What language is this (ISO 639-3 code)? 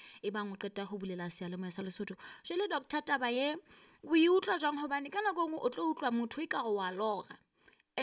sot